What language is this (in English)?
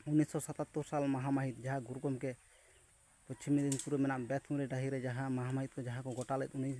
Santali